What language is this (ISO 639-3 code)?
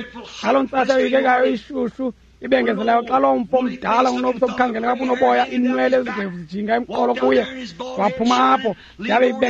xho